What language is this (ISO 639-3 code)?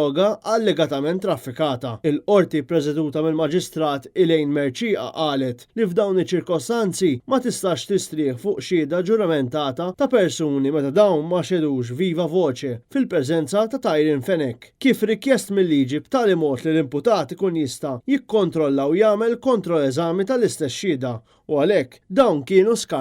mlt